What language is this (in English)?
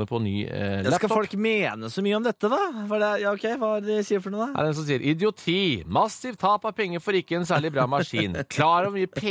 Norwegian